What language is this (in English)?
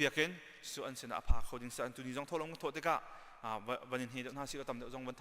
Hakha Chin